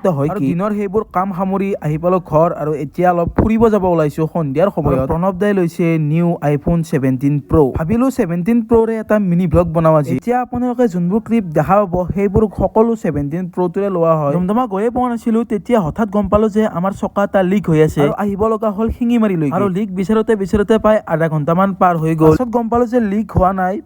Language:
Assamese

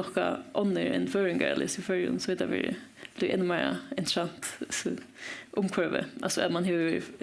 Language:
Faroese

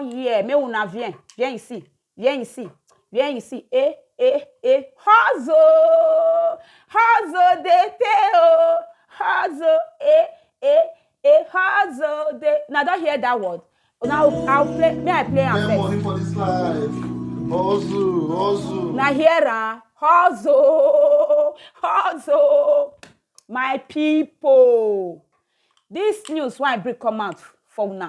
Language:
Nigerian Pidgin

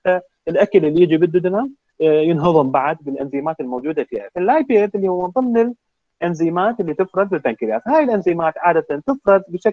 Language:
Mesopotamian Arabic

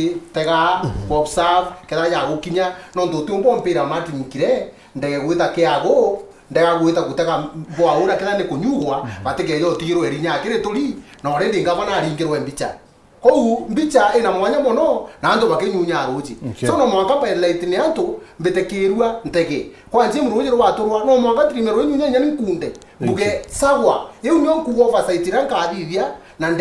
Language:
Meru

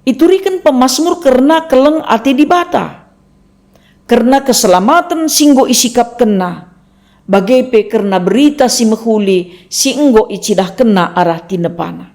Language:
Batak Karo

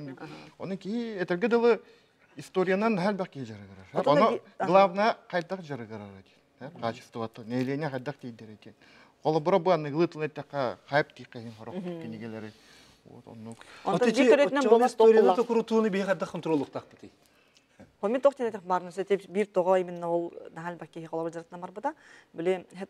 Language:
Yakut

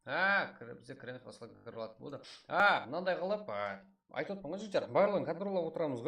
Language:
Kara-Kalpak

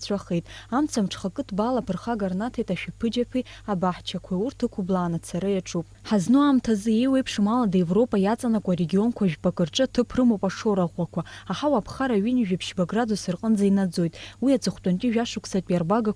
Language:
Abkhazian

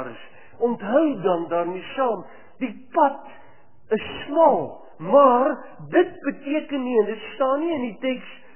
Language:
Afrikaans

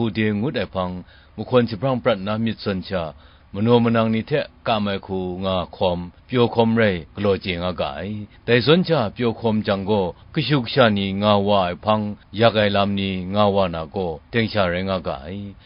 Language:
Kachin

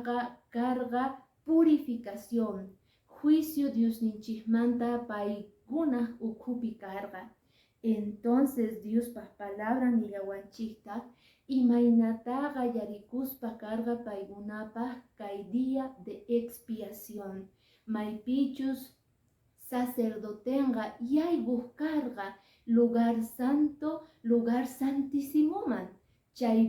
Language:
Quechua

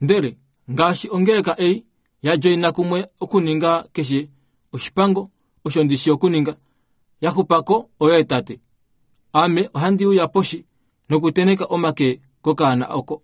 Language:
Kuanyama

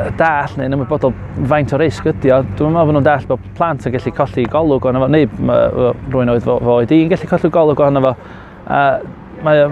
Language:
Welsh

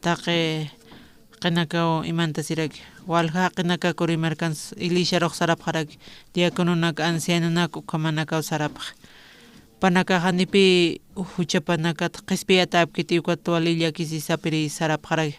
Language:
Aymara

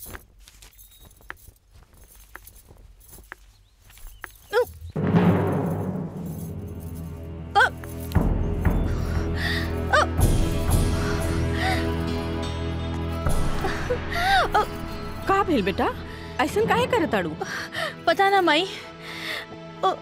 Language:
Bhojpuri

